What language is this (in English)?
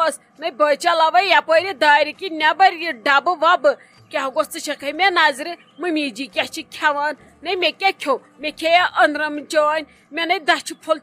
Kashmiri